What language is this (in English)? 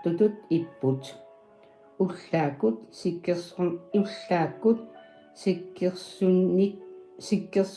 Kalaallisut